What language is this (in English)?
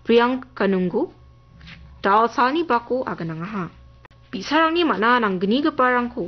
Garo